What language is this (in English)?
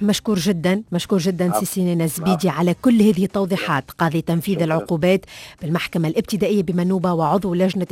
Tunisian Arabic